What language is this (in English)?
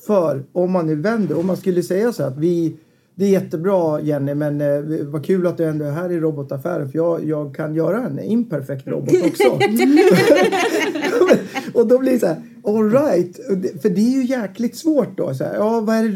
Swedish